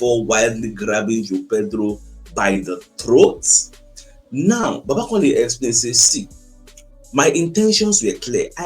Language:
Nigerian Pidgin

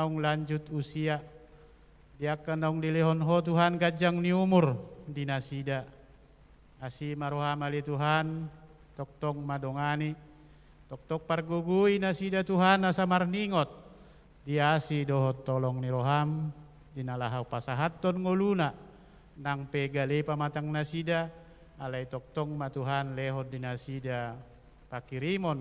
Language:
Batak Toba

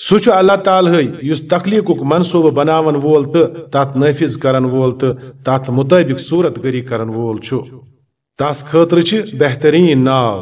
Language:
Kashmiri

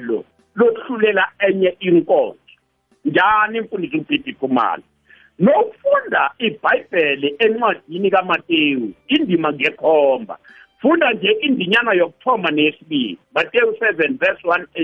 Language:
South Ndebele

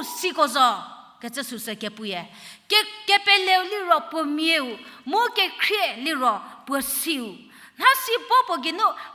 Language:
Angami Naga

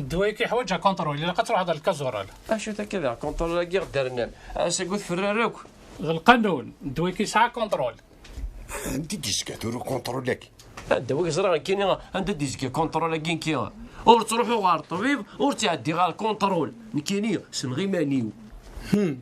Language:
Kabyle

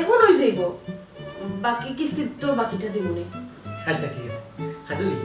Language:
Sylheti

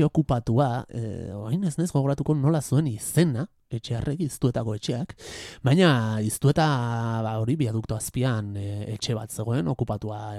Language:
Basque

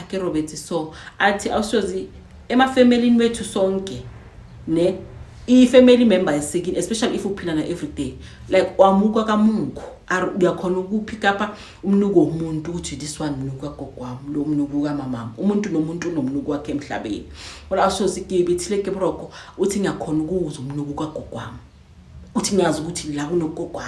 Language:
Zulu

